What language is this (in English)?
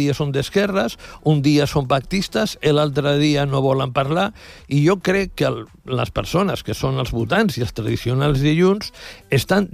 Catalan